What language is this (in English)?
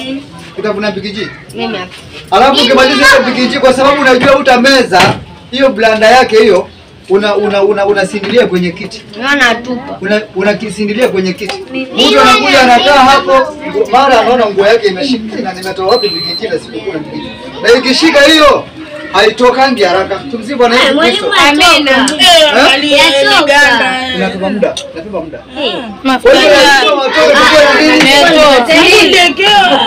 Swahili